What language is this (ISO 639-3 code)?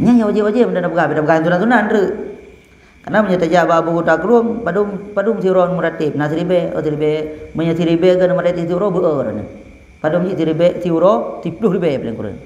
ace